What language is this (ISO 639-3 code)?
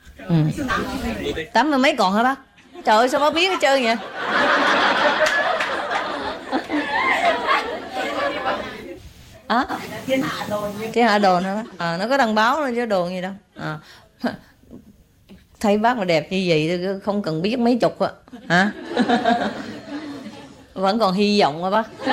vie